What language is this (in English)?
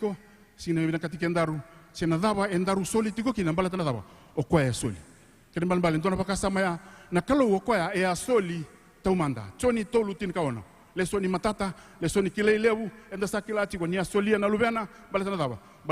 Fijian